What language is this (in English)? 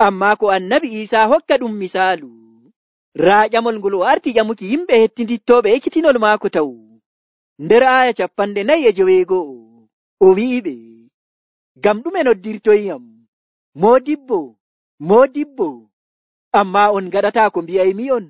Nigerian Fulfulde